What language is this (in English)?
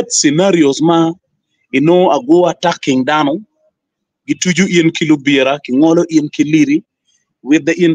Acoli